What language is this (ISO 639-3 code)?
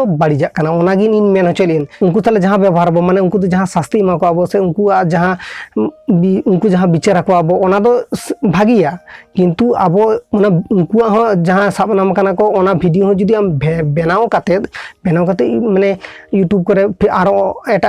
sat